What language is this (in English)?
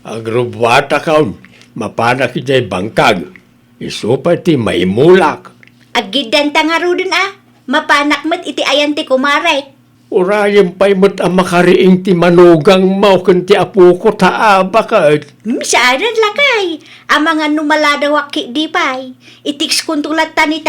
Iloko